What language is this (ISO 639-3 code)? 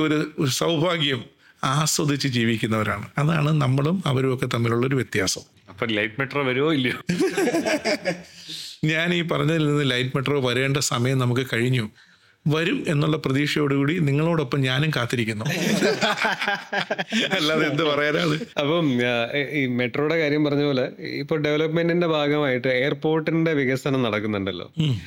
mal